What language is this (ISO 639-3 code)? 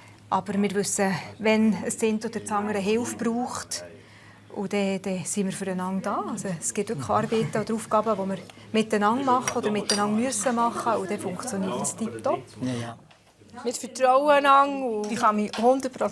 gsw